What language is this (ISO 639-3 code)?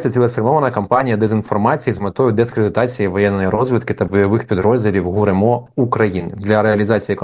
ukr